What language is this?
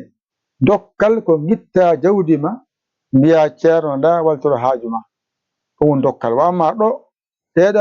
Fula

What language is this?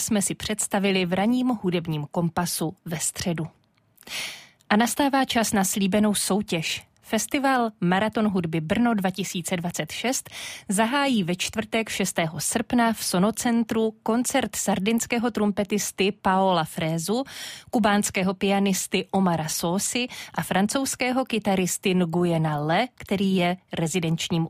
Czech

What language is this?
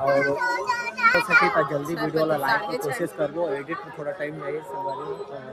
Chhattisgarhi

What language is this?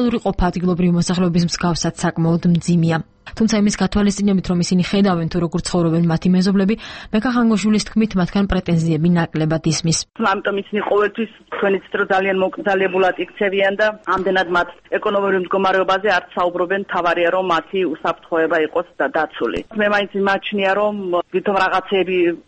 Georgian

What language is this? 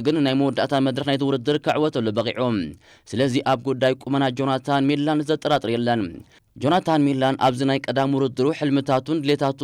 Tigrinya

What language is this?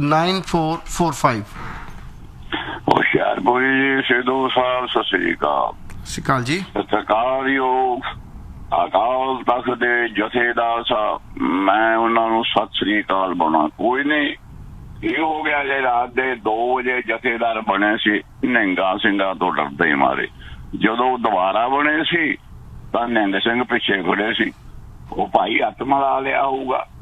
Punjabi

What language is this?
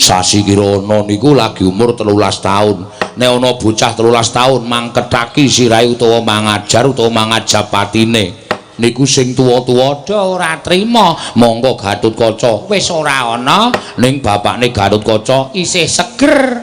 Javanese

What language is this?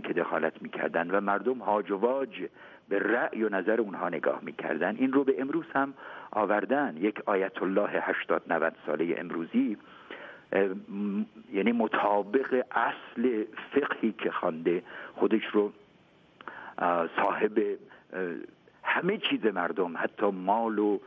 Persian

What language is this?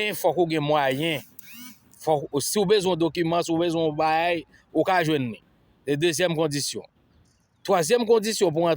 Haitian Creole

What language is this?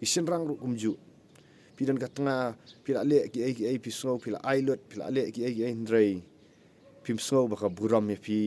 Khasi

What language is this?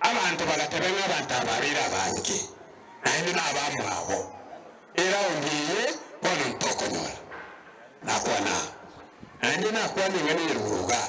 Gusii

